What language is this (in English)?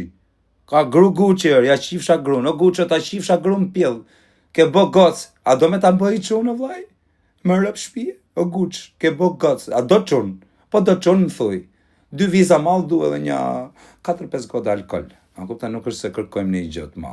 Albanian